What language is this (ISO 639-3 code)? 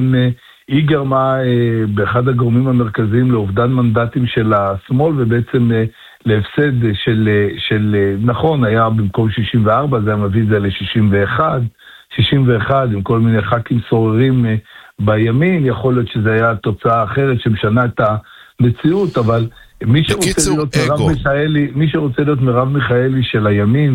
heb